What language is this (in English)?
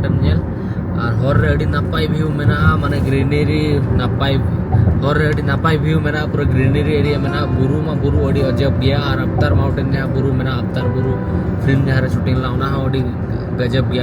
Santali